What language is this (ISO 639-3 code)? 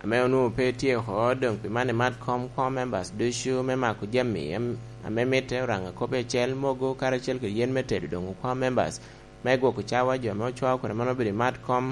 laj